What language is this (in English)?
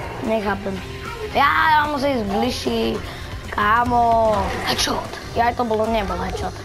Slovak